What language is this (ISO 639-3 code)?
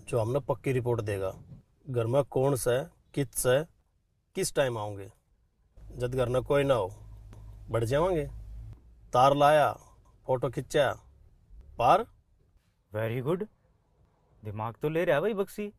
bgc